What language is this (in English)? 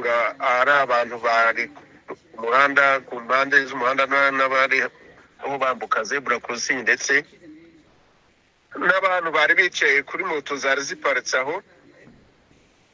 Kinyarwanda